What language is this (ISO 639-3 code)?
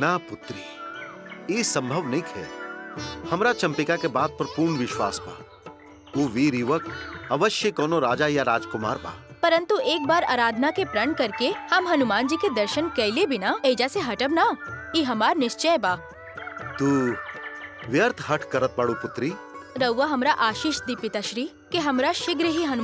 bho